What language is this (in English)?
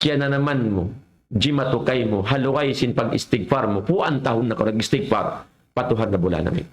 Tausug